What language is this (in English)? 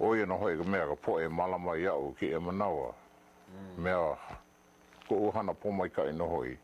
Hawaiian